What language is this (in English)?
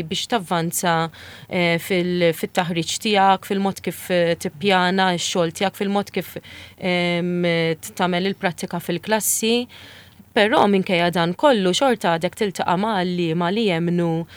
Maltese